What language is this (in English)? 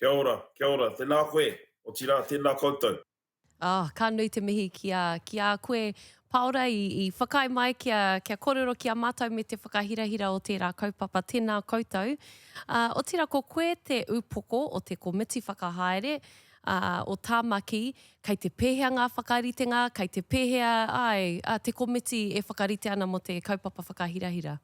Māori